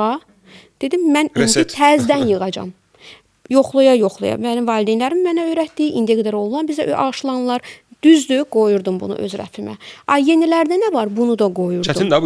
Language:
Azerbaijani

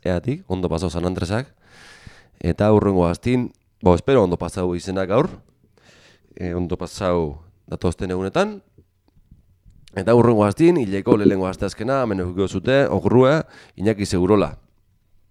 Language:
Basque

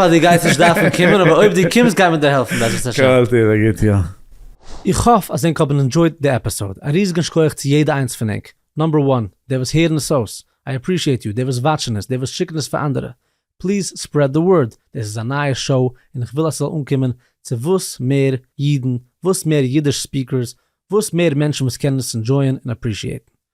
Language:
Yiddish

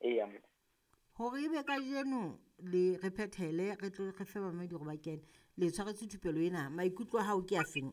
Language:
Southern Sotho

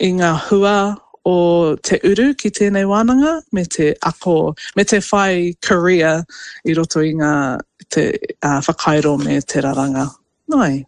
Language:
Māori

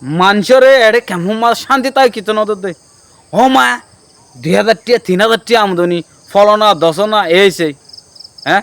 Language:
Rohingya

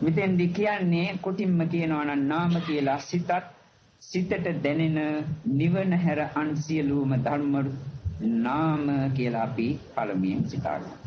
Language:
Sinhala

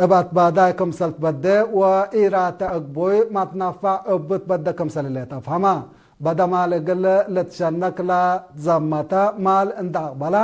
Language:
Tigre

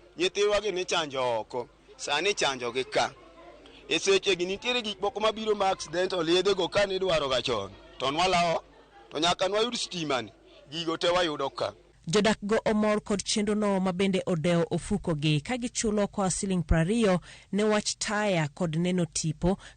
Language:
Luo (Kenya and Tanzania)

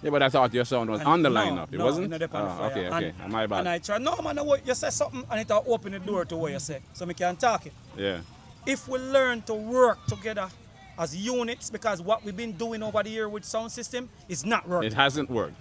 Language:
Jamaican Creole English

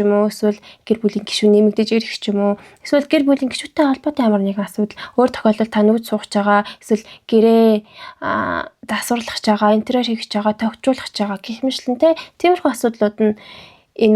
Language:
Mongolian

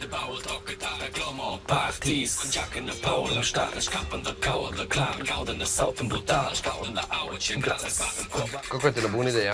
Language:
Romansh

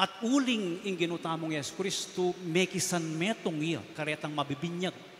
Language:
Pampanga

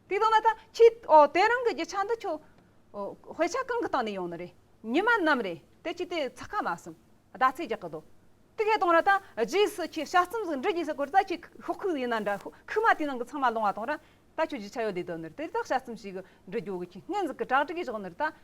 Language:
Amdo Tibetan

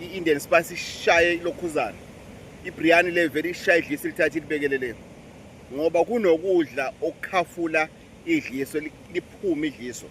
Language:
Zulu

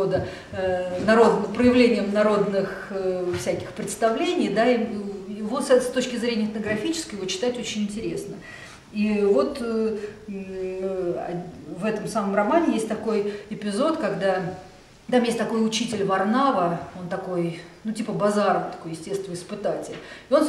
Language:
Russian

